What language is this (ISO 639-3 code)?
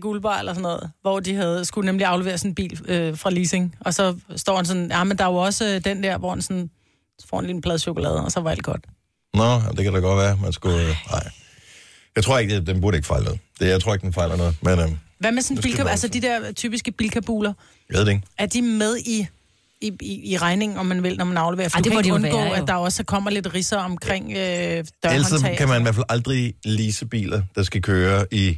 dan